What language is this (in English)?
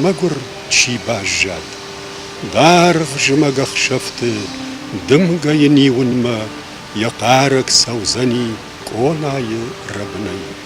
Ossetic